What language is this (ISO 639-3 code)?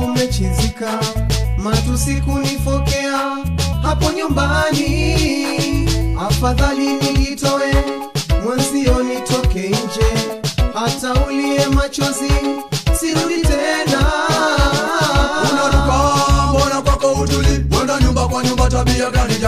swa